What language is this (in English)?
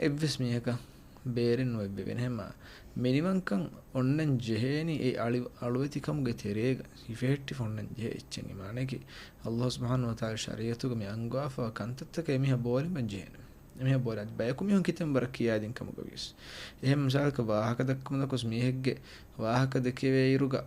Divehi